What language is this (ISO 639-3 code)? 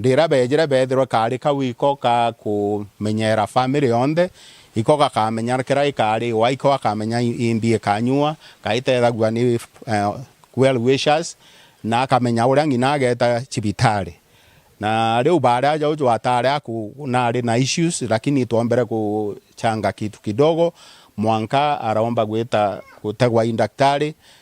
mer